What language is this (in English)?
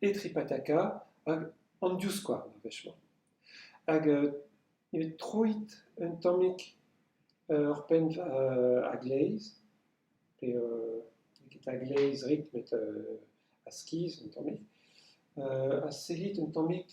Breton